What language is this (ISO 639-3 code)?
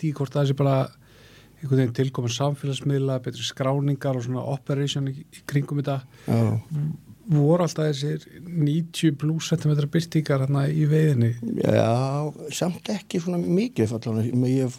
isl